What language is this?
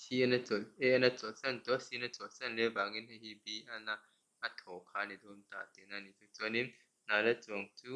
Mizo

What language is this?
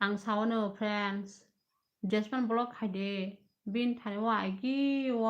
Kok Borok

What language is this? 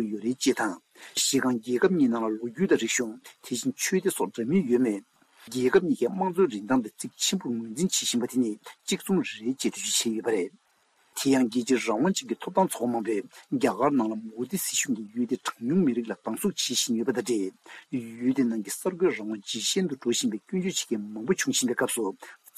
Tibetan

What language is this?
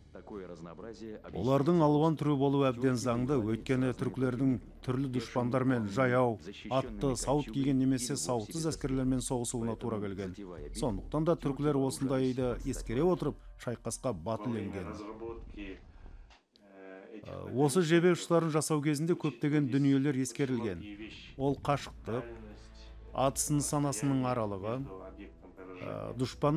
Kazakh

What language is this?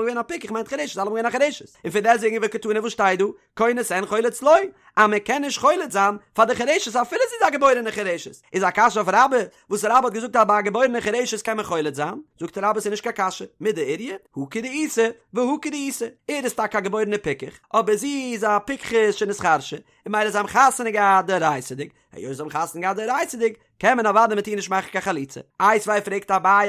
Yiddish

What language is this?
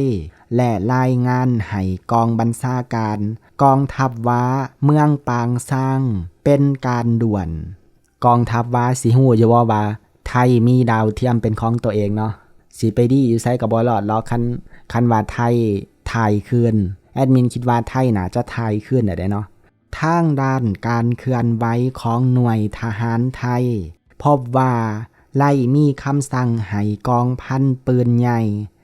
Lao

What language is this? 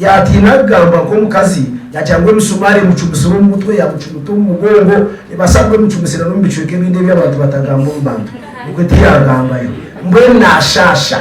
Nyankole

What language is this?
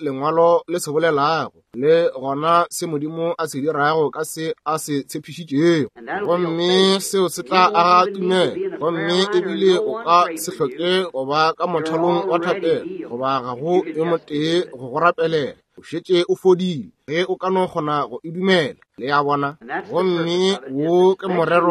Northern Sotho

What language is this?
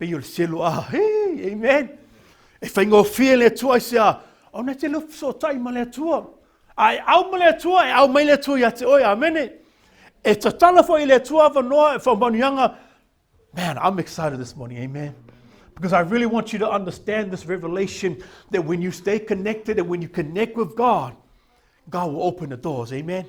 Samoan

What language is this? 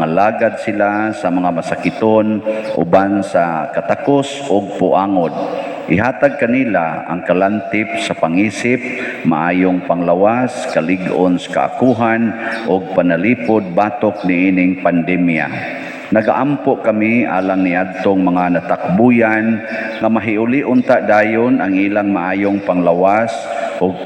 Cebuano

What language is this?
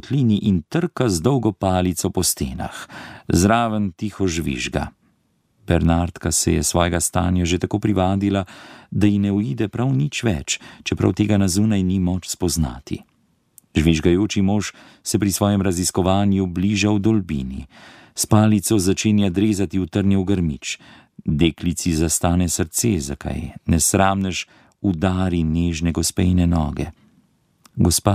Slovenian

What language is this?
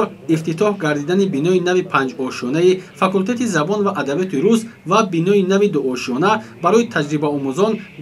Tajik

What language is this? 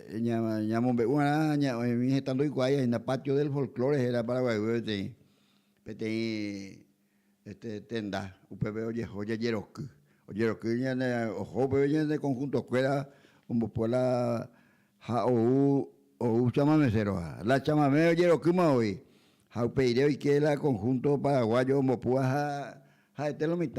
Guarani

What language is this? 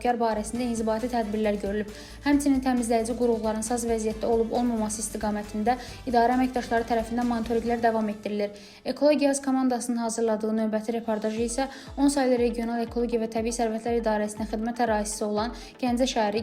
Azerbaijani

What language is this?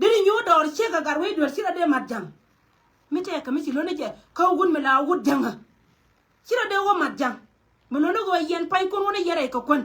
Nuer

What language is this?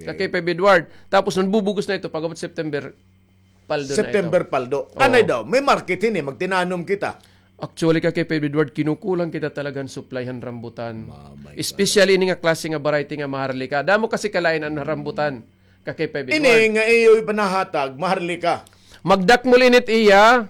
Waray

